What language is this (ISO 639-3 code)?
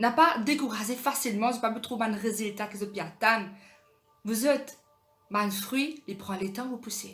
mfe